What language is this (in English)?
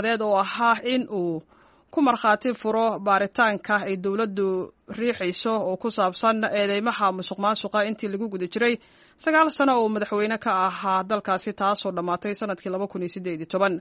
Somali